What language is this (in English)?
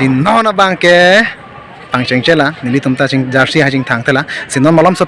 Karbi